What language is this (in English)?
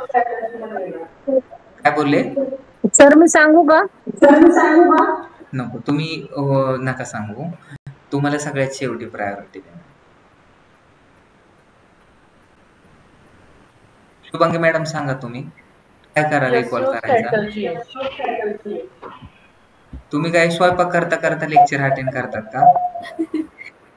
Marathi